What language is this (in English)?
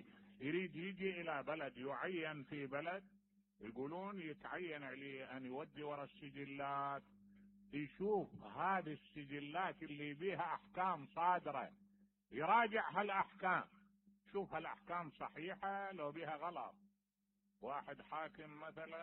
Mesopotamian Arabic